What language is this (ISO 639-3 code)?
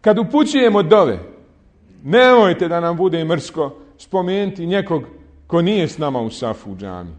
bos